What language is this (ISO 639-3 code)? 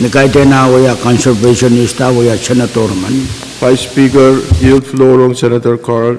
pon